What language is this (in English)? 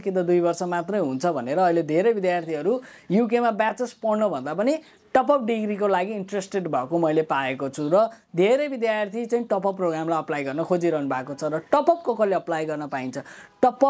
Nepali